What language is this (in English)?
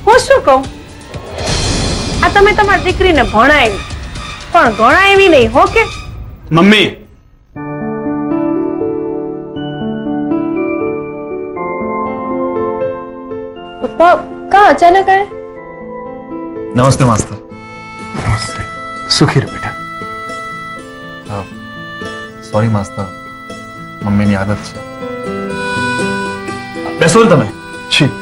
Gujarati